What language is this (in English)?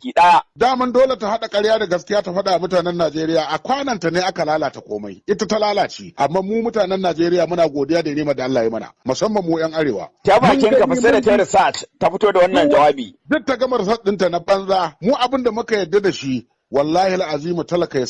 Hausa